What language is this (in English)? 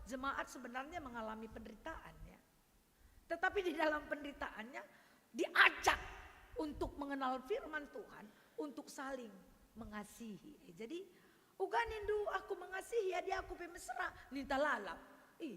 Batak Karo